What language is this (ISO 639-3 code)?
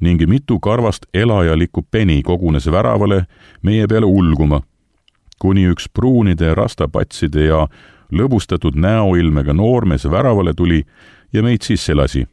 est